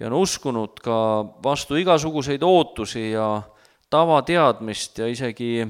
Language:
Estonian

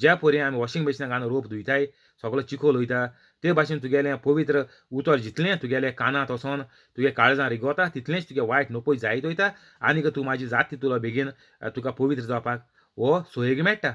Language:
Konkani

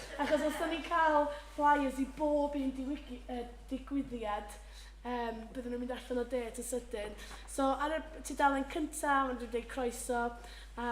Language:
Welsh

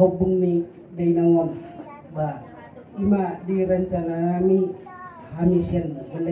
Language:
Batak Toba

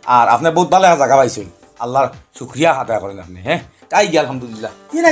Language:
Sylheti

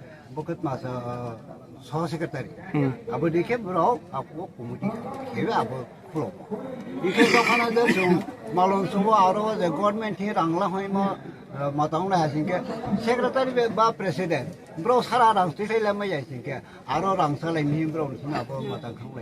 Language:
Riang (India)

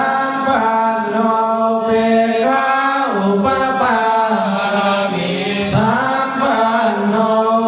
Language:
Pali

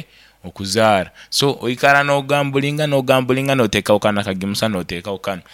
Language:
Nyankole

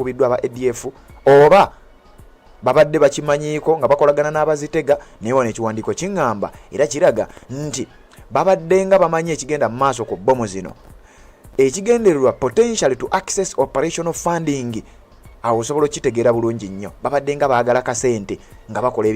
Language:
Ganda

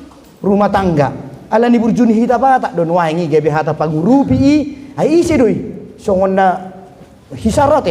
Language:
Batak Toba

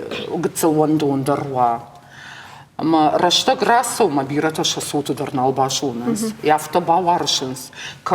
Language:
Ossetic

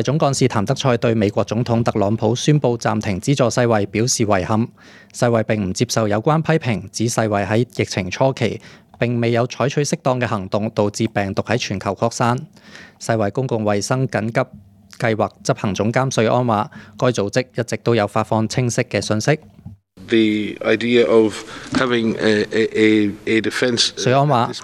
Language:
Cantonese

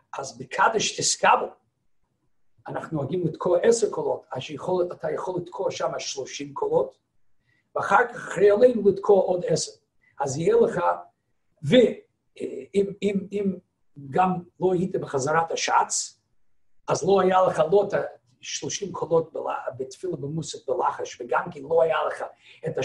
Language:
Hebrew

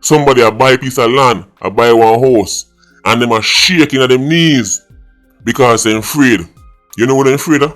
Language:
Jamaican Creole English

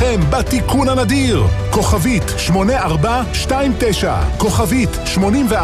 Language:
Hebrew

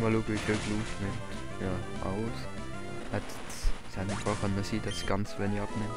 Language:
Swiss German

